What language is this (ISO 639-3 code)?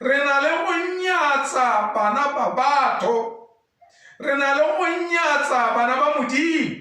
tsn